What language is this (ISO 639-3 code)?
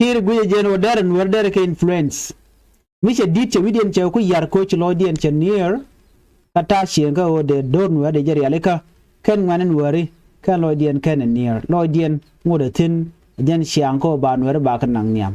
nus